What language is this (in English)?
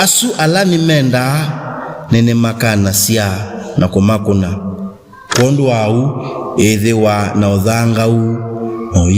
Kamba